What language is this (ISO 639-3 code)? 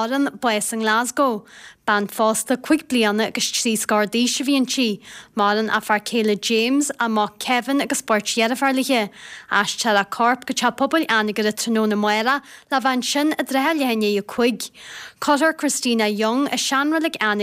gle